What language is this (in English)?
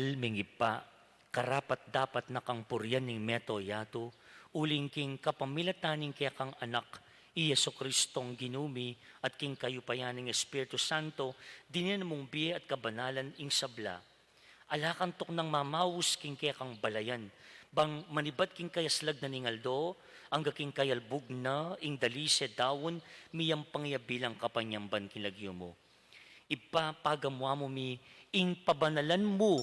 Pampanga